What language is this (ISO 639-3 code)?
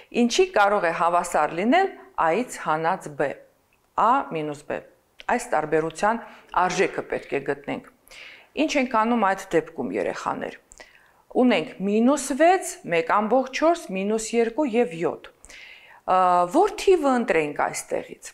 hye